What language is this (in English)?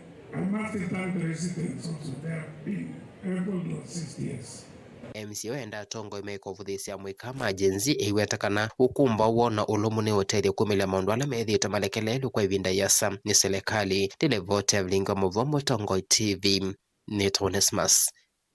Kamba